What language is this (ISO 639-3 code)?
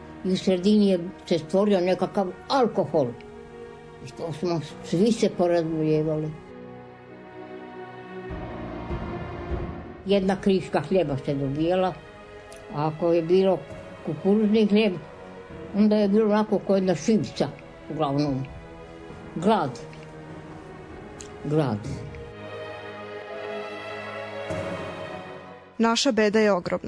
srp